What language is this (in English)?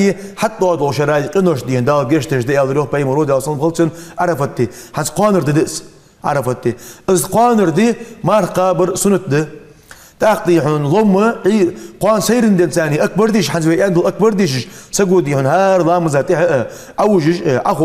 Ingush